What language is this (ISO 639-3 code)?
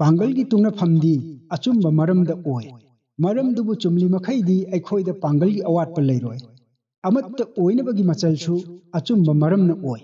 mni